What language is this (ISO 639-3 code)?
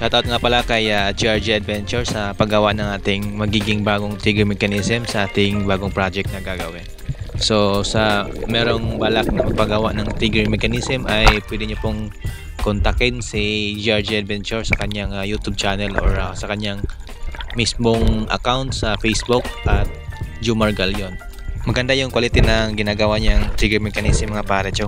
fil